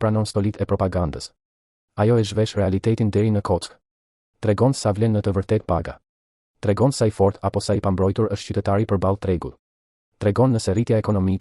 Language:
Albanian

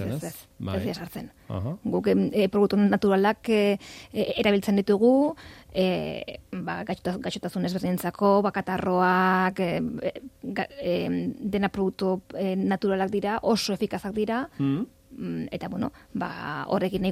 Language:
Basque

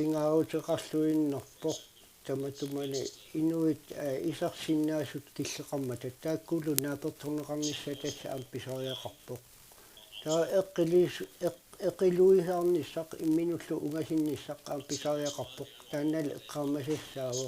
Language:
Kalaallisut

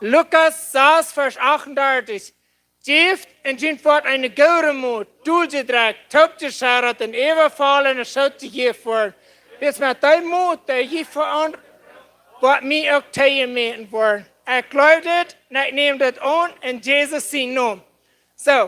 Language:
Plautdietsch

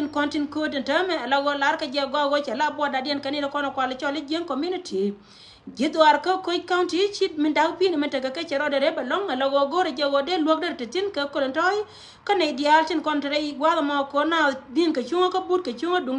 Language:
Nuer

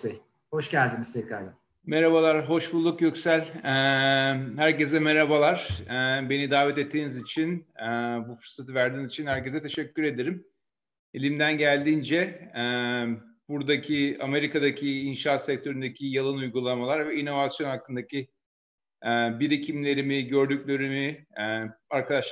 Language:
Turkish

